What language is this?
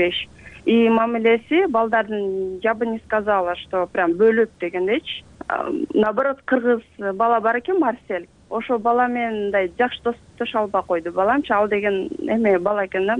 Kyrgyz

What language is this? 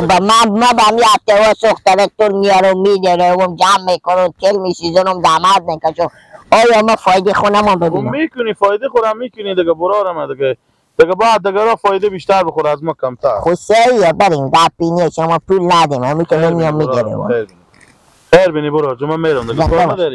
Persian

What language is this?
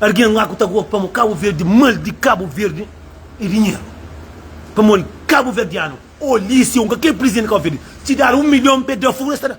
Kabuverdianu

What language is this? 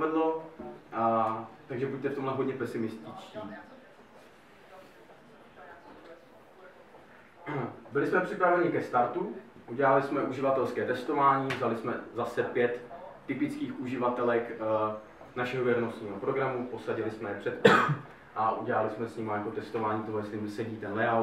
Czech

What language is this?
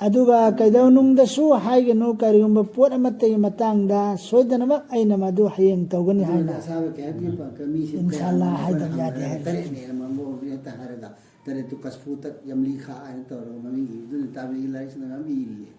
Manipuri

